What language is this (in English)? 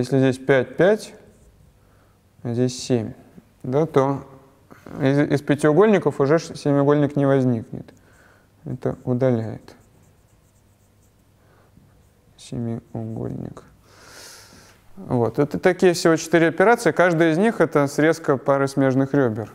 Russian